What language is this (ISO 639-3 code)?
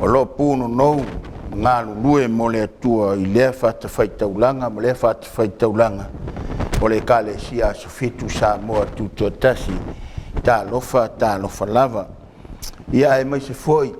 smo